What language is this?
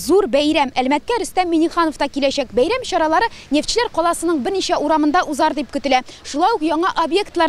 Tatar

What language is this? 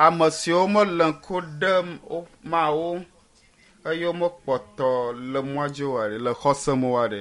Ewe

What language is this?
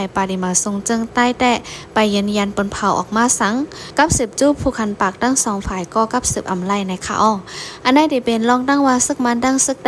Shan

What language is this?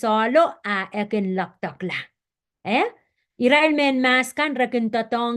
Pohnpeian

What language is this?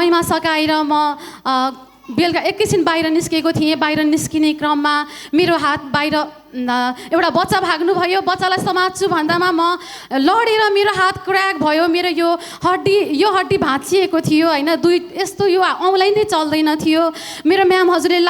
Nepali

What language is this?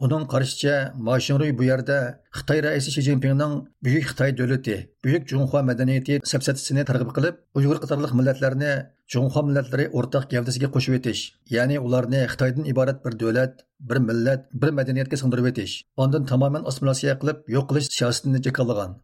Uyghur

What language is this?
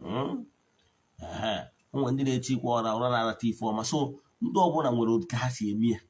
Igbo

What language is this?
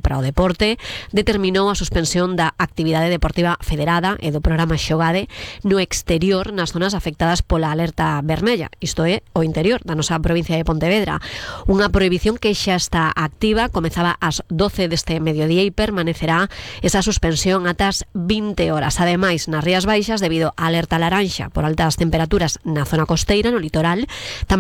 Galician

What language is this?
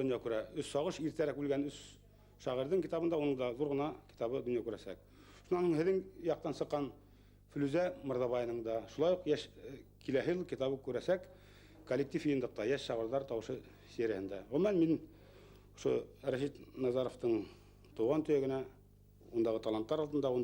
Bashkir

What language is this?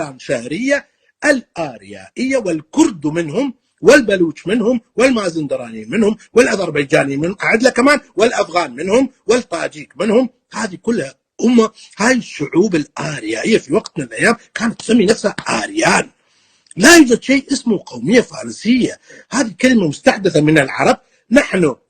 North Levantine Arabic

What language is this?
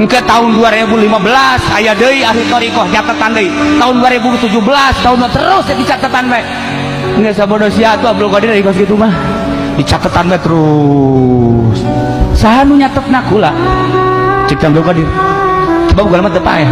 Sundanese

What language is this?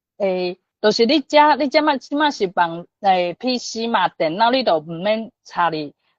Min Nan Chinese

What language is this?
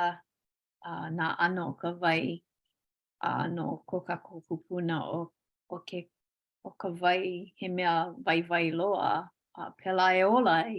Hawaiian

